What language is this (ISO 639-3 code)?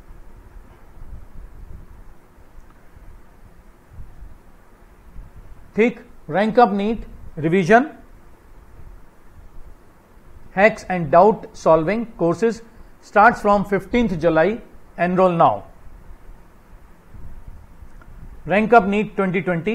hin